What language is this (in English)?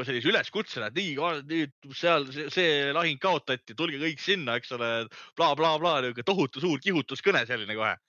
Estonian